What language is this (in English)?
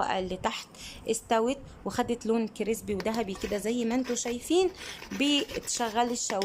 Egyptian Arabic